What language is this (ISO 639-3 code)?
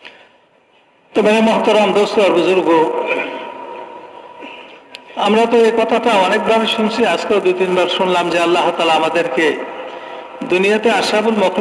ben